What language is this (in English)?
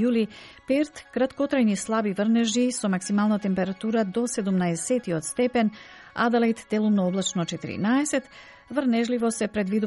Macedonian